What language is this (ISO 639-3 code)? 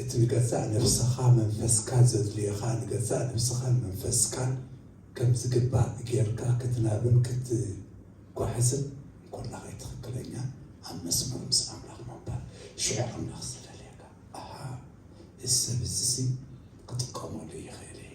tir